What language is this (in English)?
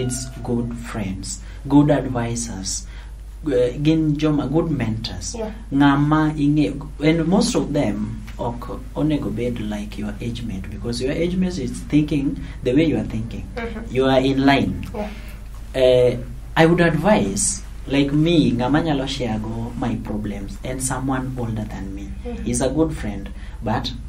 Luo (Kenya and Tanzania)